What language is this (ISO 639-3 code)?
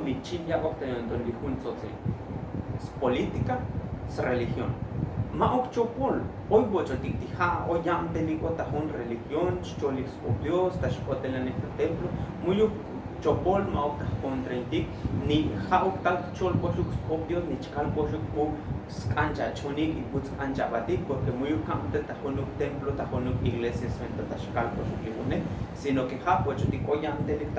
tzo